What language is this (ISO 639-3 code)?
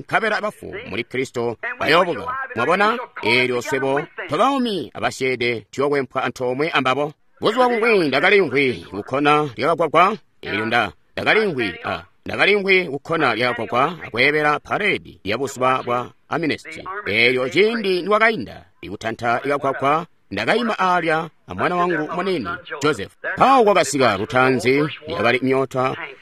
toi